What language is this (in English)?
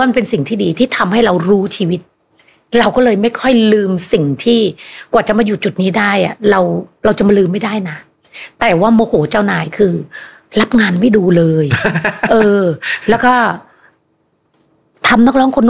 Thai